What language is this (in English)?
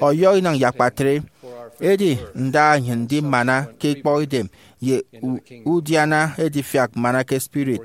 Efik